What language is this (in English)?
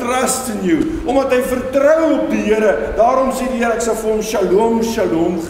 Afrikaans